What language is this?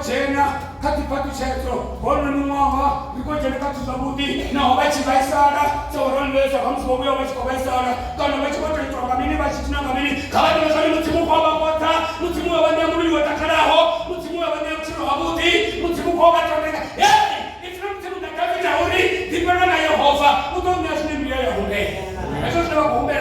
Venda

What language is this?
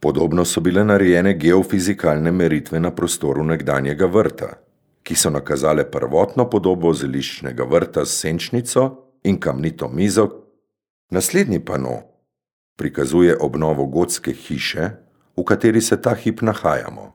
Slovenian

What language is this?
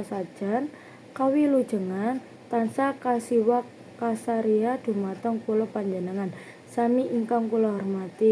Javanese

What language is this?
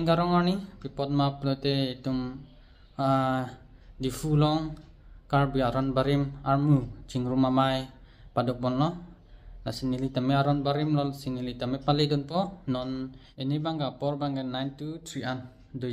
Karbi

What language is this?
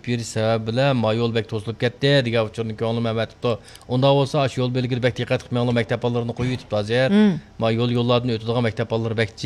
Uyghur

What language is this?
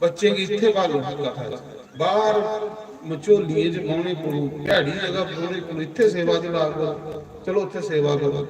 Dogri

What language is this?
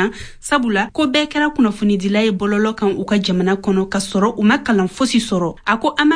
Bambara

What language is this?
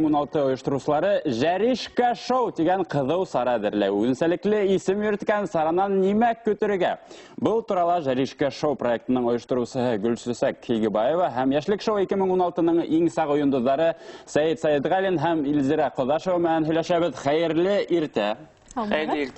Bashkir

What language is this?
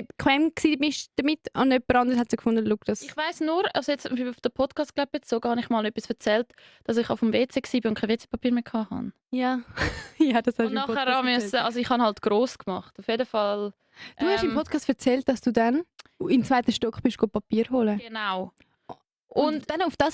Swiss German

